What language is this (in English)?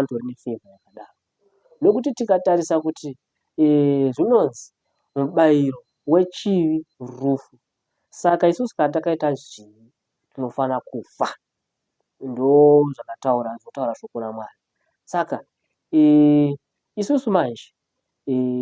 Shona